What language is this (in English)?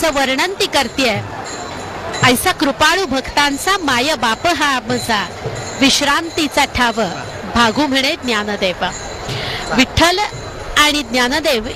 Marathi